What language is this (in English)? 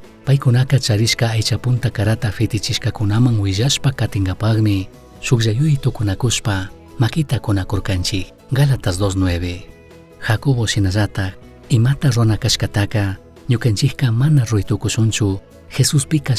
Chimborazo Highland Quichua